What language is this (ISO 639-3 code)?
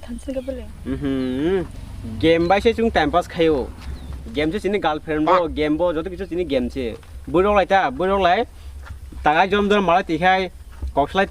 trp